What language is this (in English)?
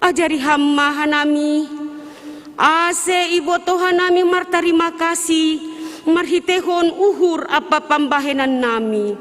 Batak Simalungun